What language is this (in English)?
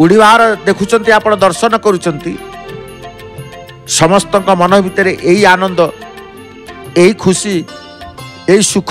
Odia